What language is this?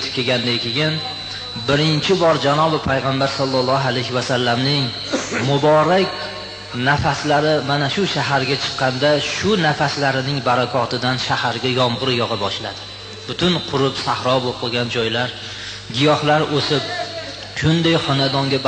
Uzbek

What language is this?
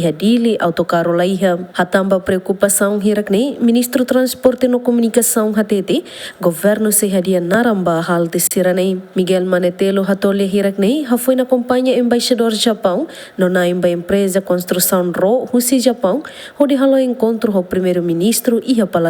Tetum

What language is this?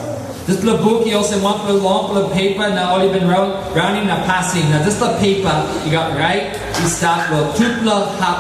Tok Pisin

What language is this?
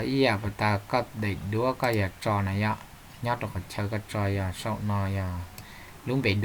Hmong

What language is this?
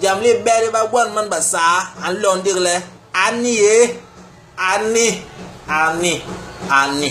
Basaa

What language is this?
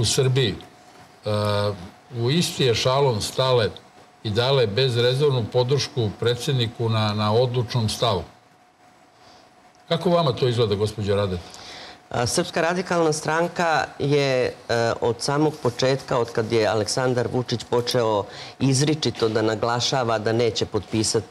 Serbian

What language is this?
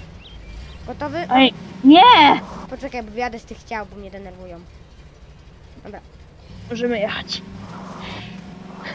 Polish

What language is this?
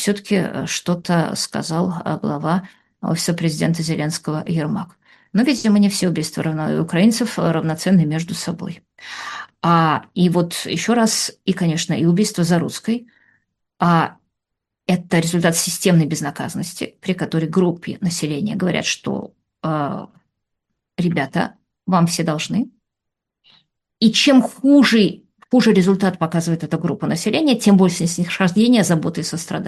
Russian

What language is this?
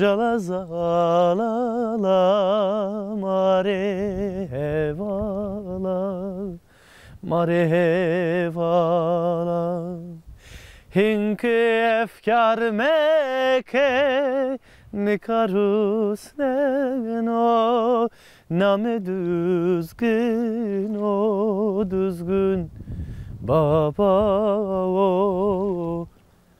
Zaza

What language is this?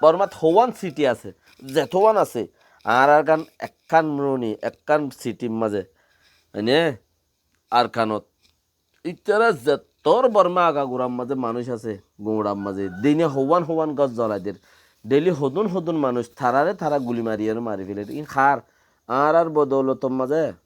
Rohingya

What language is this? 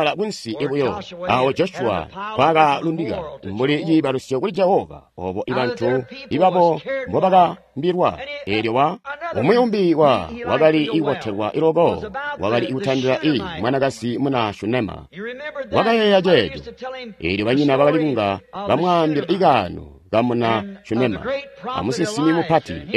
Tonga (Zambia)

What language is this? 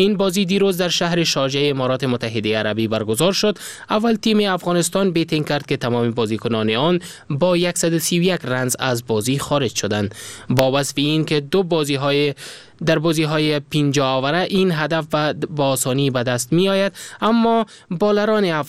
Persian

